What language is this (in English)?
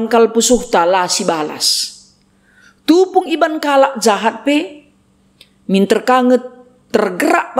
Batak Karo